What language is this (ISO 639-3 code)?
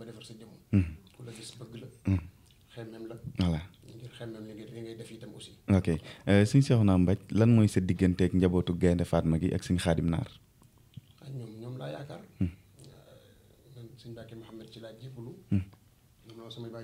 wol